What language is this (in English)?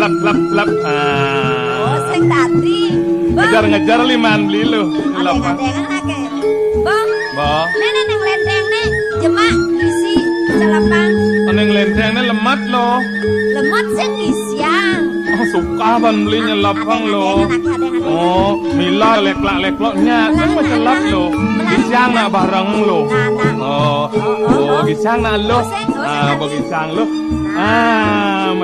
Balinese